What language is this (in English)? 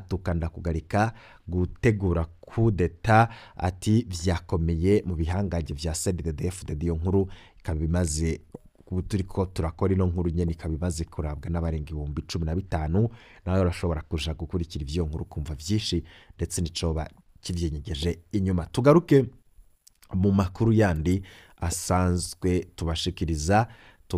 Rundi